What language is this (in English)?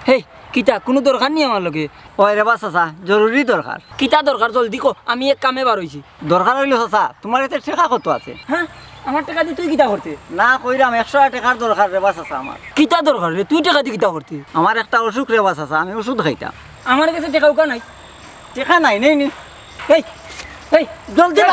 Sylheti